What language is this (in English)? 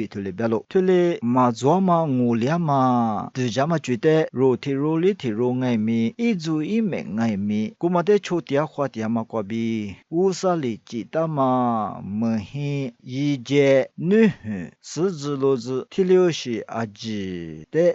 Lisu